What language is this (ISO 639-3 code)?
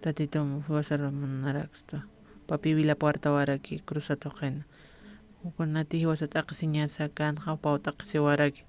aym